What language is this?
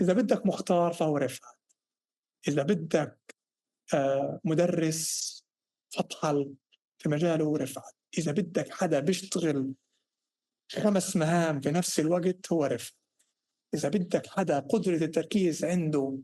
North Levantine Arabic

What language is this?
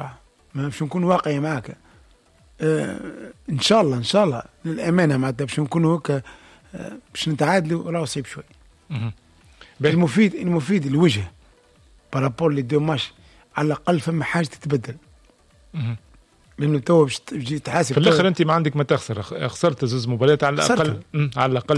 Tunisian Arabic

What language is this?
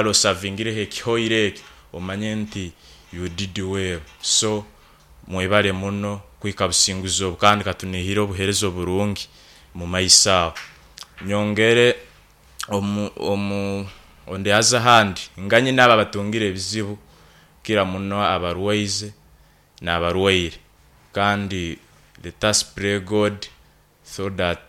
Nyoro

